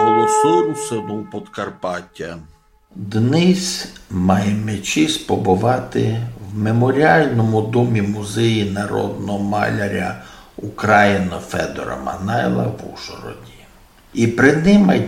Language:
Rusyn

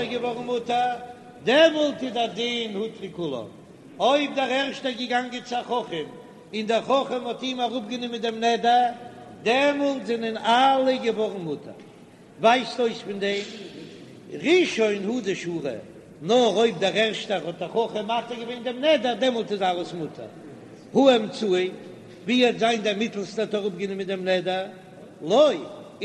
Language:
Yiddish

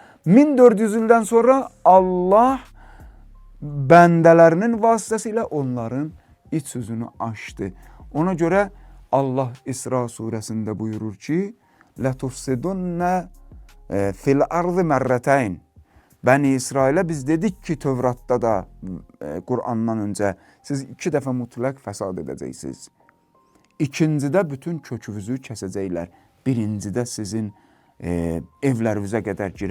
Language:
Azerbaijani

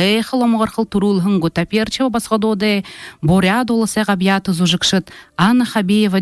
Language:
Buriat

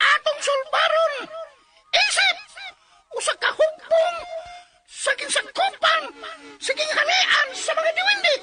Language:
Cebuano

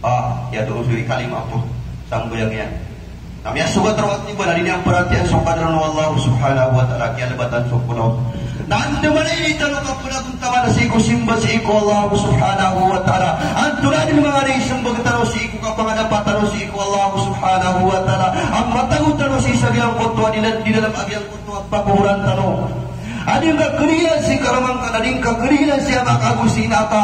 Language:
Maranao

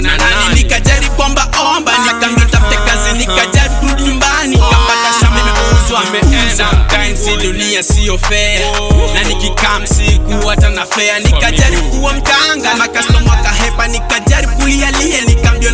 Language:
Swahili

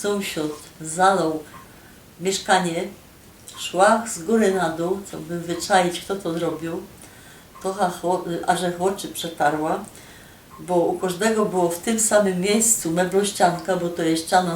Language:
Silesian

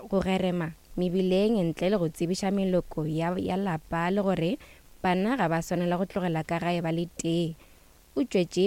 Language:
Northern Sotho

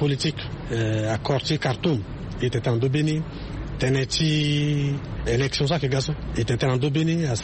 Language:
Sango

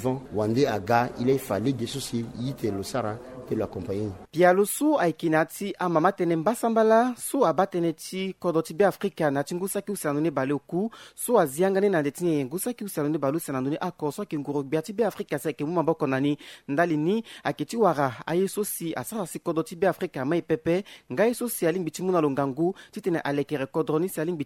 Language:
Sango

